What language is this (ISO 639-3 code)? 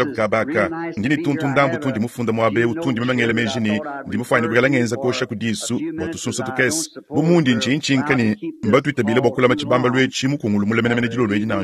lua